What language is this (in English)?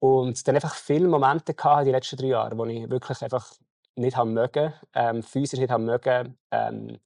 Swiss German